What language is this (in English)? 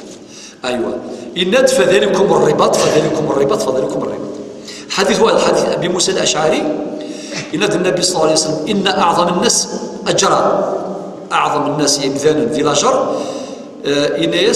Kabyle